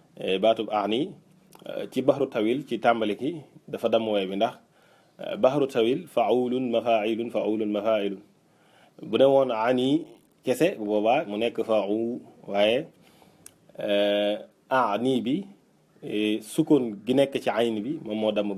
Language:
Wolof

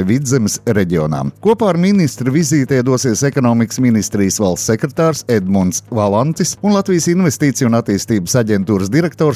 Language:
Latvian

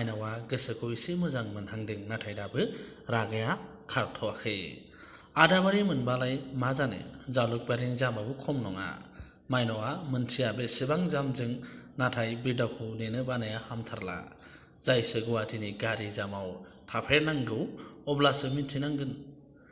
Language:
Bodo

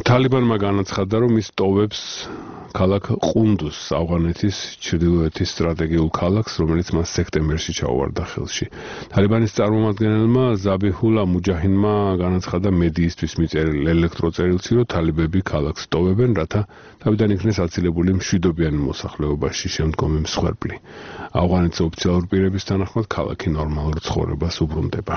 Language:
Georgian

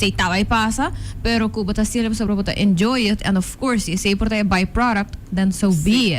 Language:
Papiamento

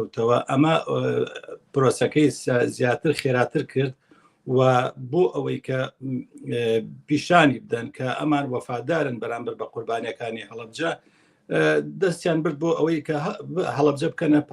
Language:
Central Kurdish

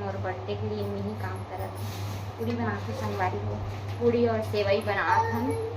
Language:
Chhattisgarhi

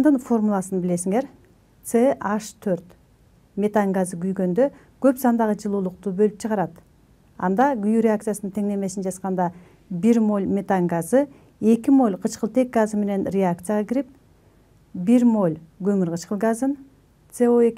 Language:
Kyrgyz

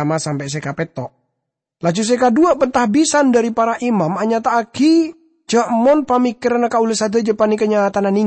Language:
Madurese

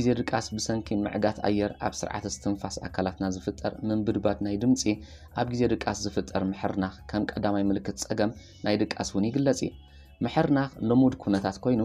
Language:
Tigrinya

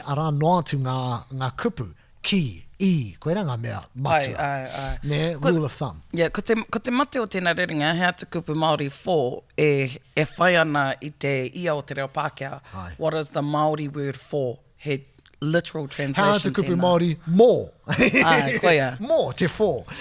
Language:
Māori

